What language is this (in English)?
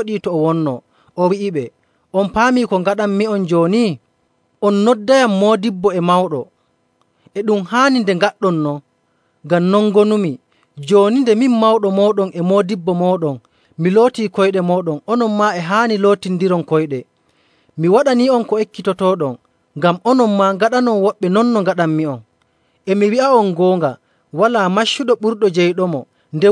Nigerian Fulfulde